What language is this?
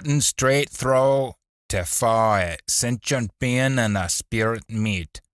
Scots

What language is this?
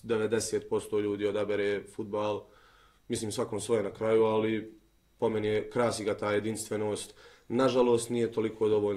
Bosnian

